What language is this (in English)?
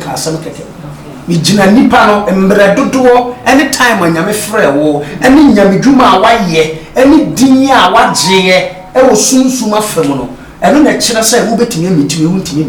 Akan